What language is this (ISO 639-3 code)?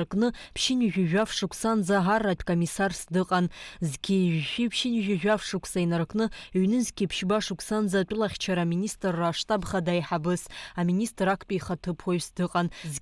abk